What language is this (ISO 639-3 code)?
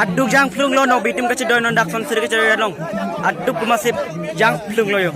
mjw